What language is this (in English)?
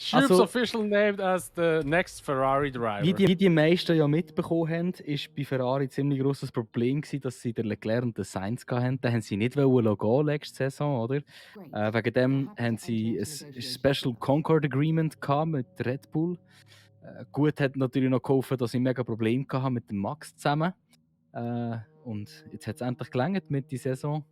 Swiss German